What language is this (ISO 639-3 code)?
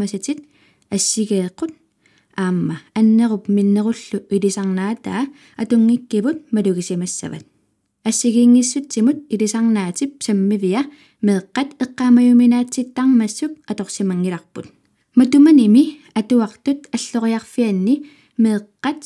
kal